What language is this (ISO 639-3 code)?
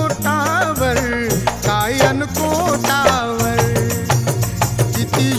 mar